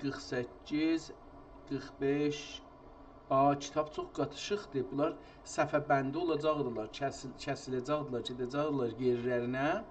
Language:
South Azerbaijani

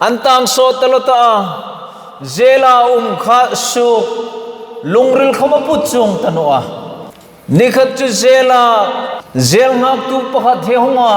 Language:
Hmar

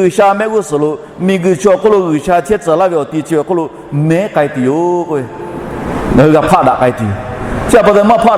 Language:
Lahu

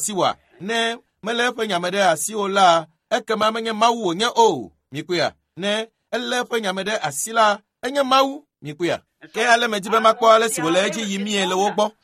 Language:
Ewe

